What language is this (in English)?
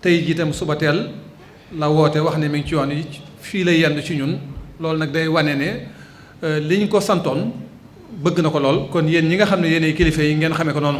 Wolof